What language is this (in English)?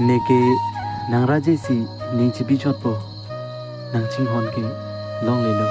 Karbi